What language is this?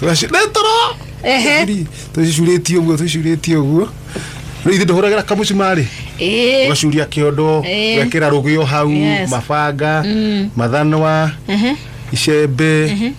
Kikuyu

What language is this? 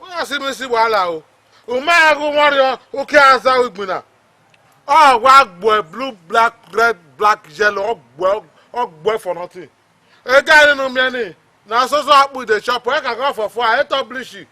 Bini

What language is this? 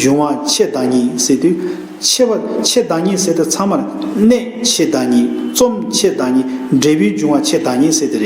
Tibetan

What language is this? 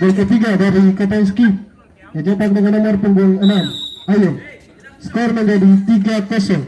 Ambonese Malay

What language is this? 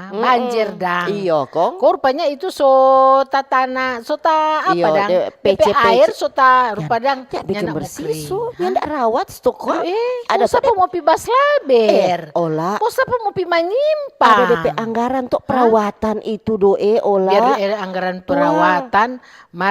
Manado Malay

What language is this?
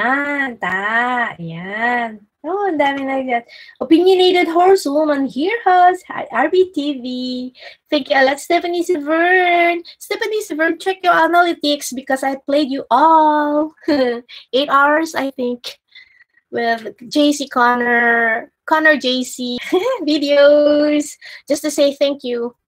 Filipino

